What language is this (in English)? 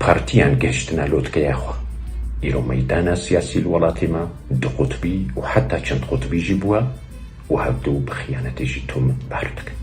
Kurdish